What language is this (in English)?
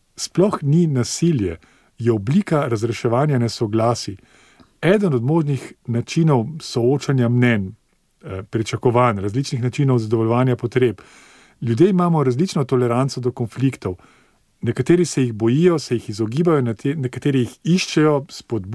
Slovenian